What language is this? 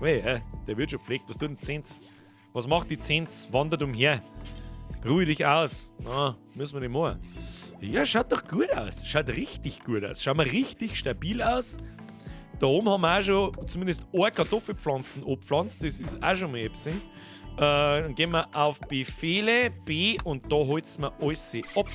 Bavarian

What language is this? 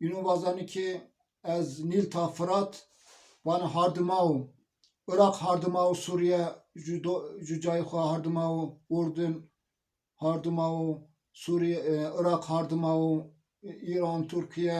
Zaza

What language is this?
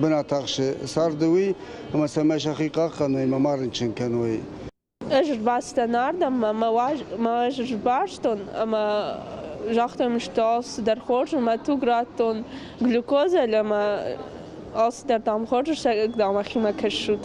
Ossetic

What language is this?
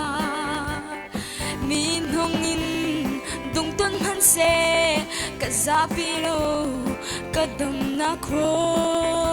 Falam Chin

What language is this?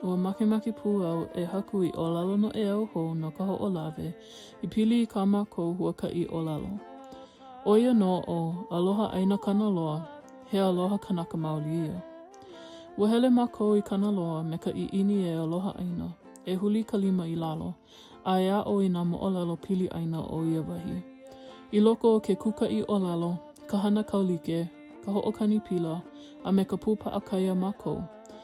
Hawaiian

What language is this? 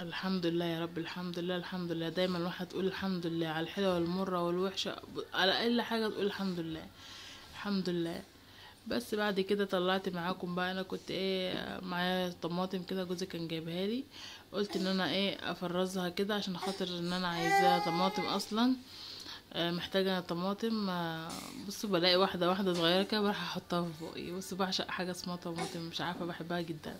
Egyptian Arabic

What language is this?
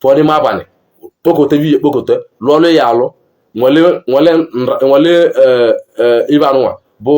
Igbo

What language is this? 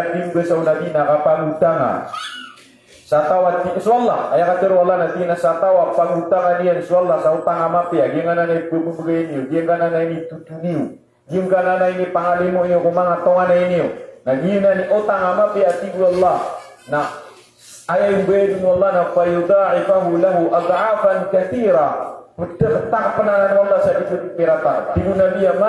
Maranao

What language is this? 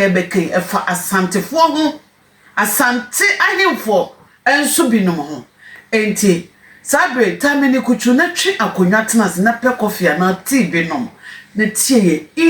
Akan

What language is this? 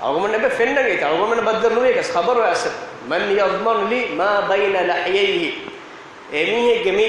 Divehi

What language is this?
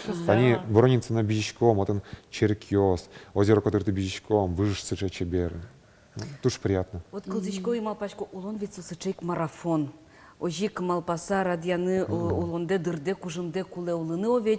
Udmurt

